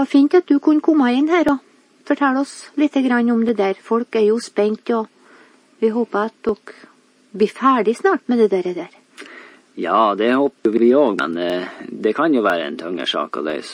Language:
Norwegian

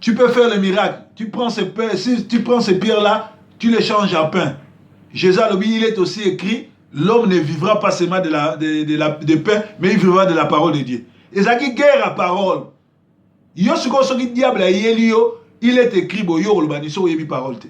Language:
Lingala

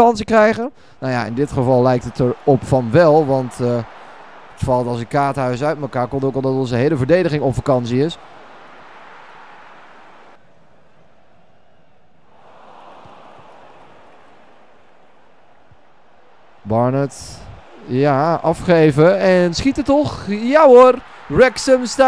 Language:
Dutch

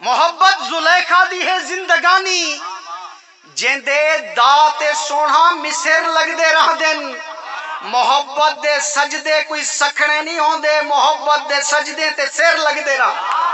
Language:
Saraiki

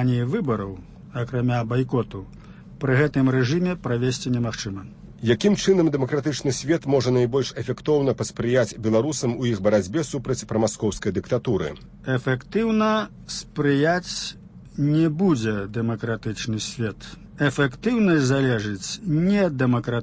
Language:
Belarusian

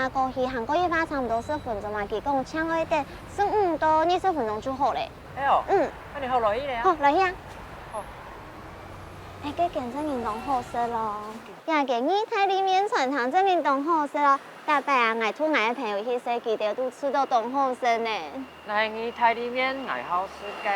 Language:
Hakka Chinese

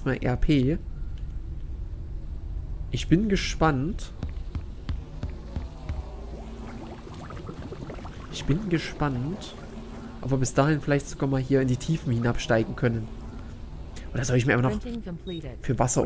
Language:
German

